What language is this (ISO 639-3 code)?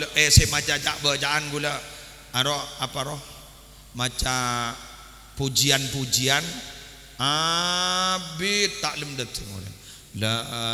mad